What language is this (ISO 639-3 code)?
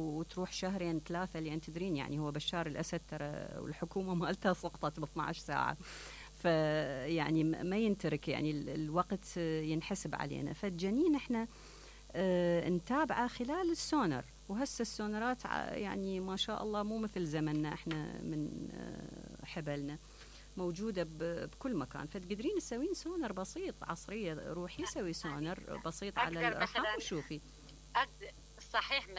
acm